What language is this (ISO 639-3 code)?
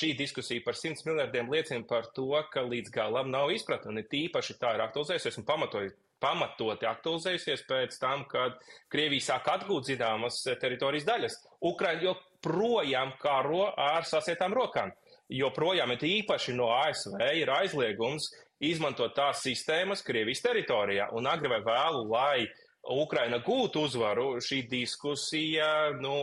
lav